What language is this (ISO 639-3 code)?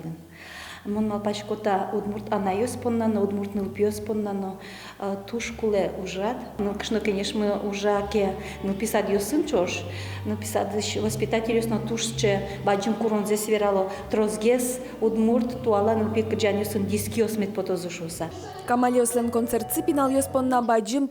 udm